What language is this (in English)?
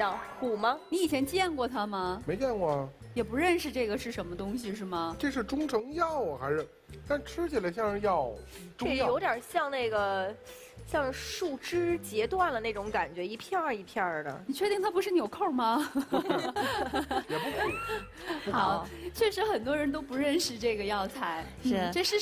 Chinese